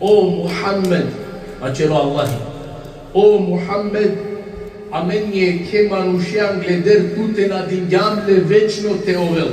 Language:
Balkan Romani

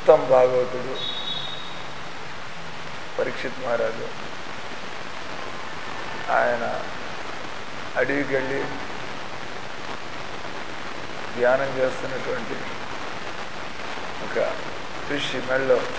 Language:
Telugu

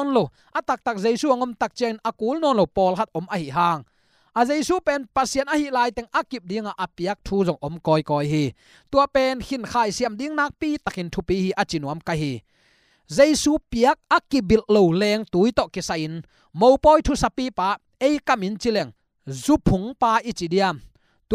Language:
Tedim Chin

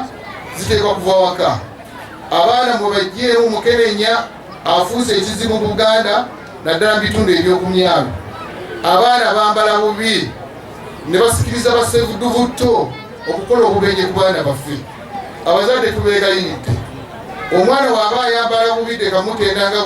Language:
Ganda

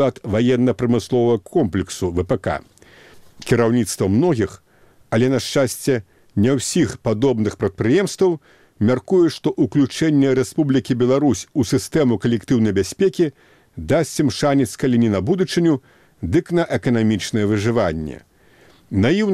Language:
Belarusian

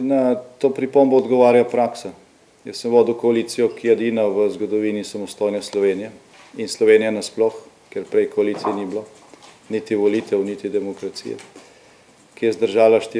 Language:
Slovenian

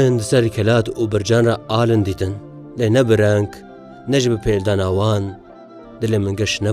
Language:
Kurdish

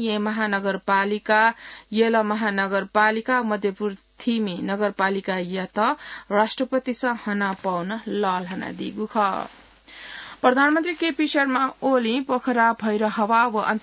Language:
Newari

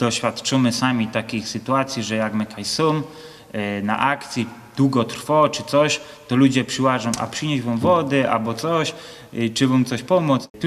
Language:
Silesian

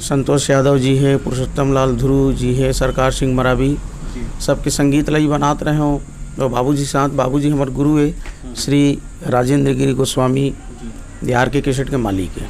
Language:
Chhattisgarhi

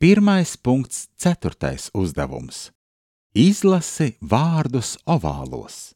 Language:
Latvian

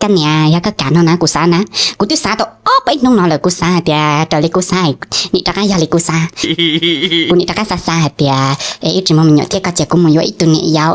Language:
Hmong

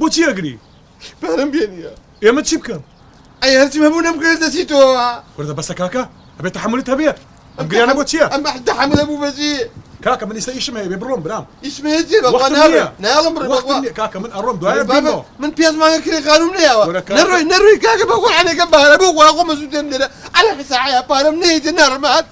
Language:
Central Kurdish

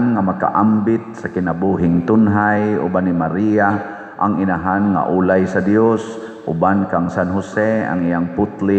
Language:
Cebuano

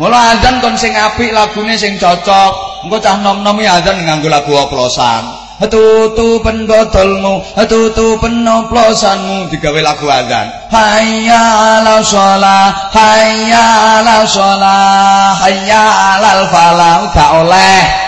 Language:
Javanese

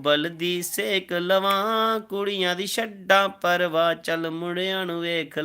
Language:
Dogri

